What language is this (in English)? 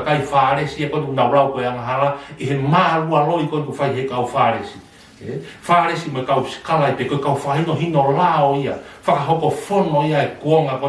Tongan